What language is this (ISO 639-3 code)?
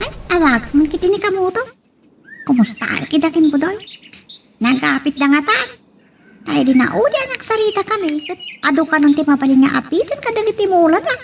ilo